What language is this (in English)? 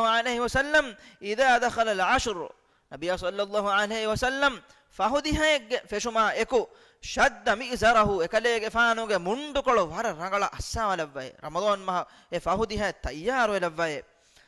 Divehi